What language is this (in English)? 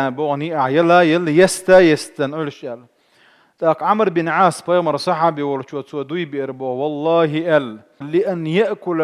Chechen